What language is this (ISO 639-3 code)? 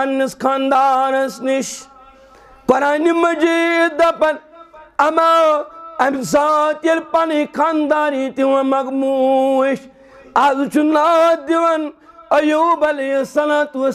kas